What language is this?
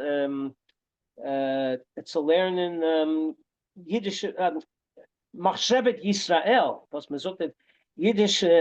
Yiddish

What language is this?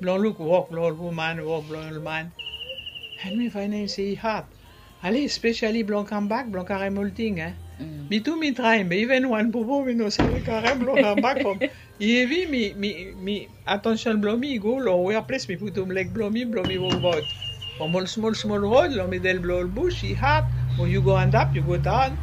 Bislama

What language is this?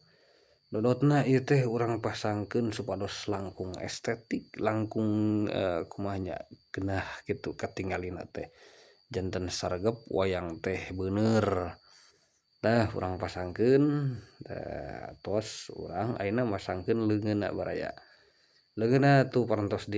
Sundanese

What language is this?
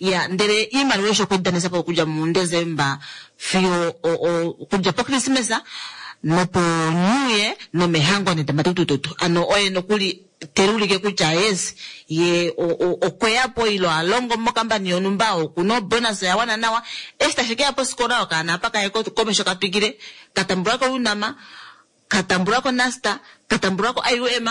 Kuanyama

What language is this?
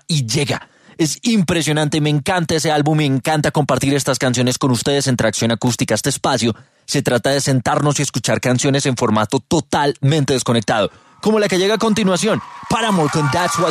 Spanish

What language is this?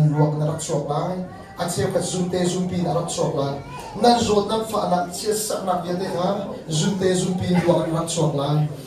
Hakha Chin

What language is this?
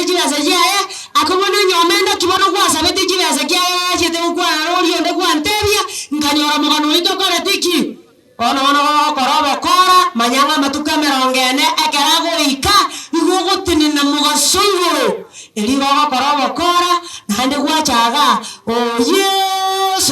Gusii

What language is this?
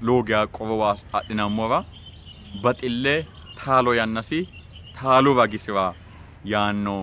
Sidamo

